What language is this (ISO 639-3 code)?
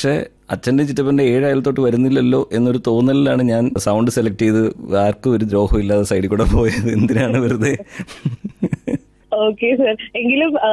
mal